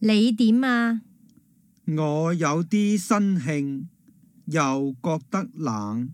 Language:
Cantonese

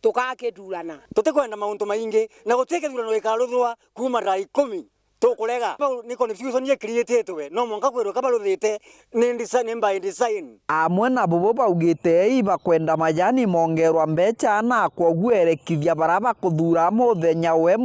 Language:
Meru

